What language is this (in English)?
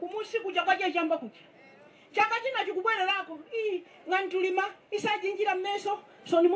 Nyanja